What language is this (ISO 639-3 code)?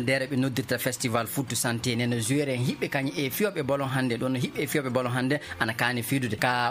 fuv